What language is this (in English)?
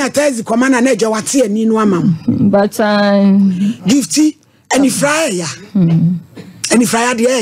Akan